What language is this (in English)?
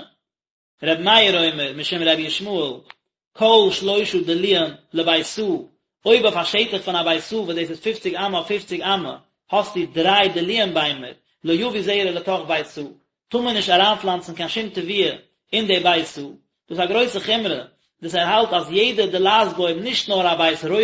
Yiddish